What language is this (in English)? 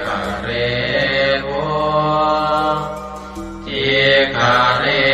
Pali